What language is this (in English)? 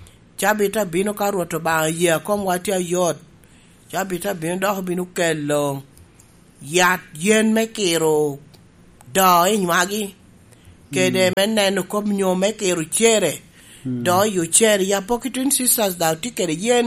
Lango (Uganda)